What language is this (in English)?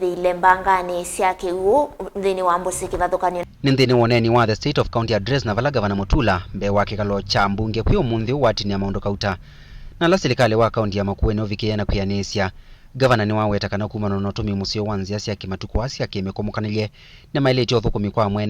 Kamba